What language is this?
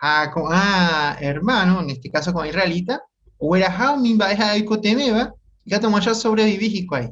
Guarani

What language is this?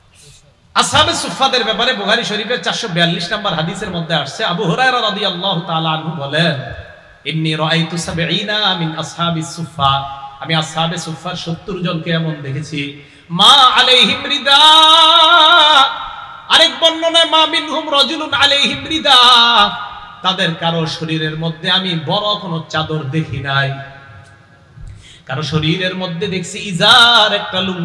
Bangla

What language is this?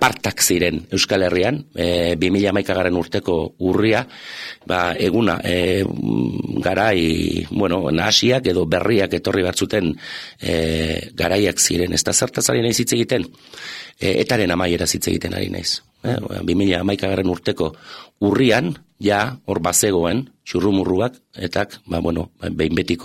Basque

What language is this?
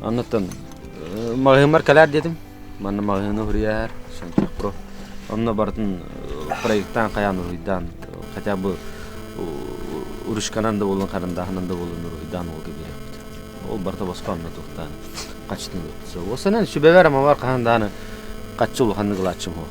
Yakut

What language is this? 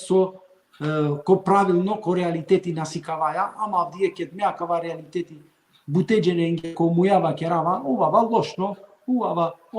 Balkan Romani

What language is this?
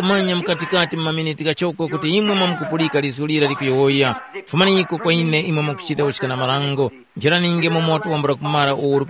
Tumbuka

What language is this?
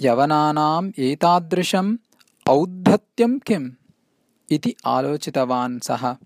Sanskrit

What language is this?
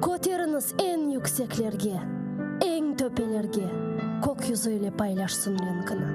Crimean Tatar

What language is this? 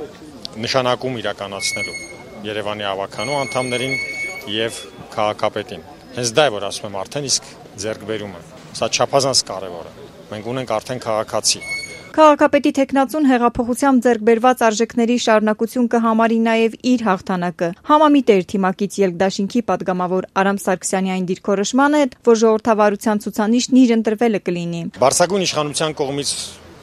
Armenian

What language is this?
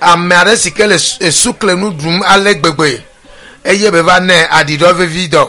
Ewe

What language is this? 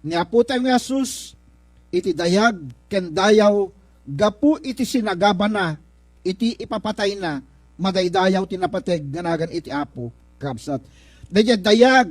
Iloko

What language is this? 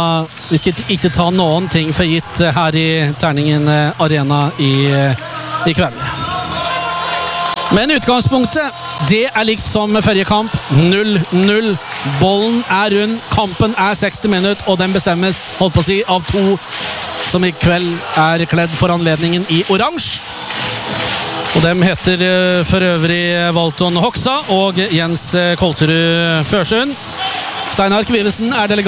Norwegian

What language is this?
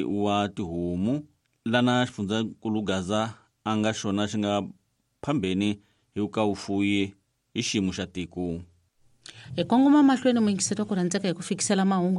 Tsonga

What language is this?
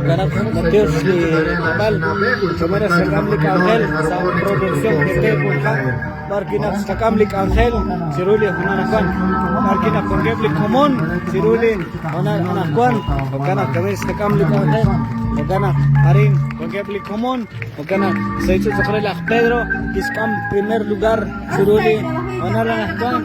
Kekchí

